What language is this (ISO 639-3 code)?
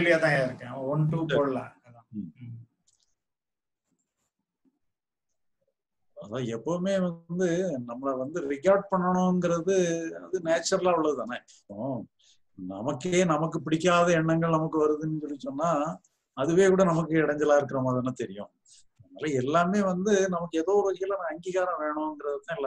tam